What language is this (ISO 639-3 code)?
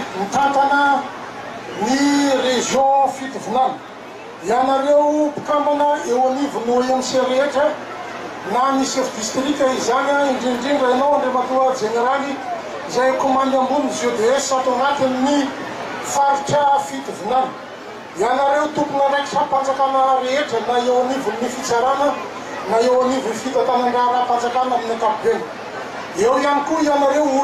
mlg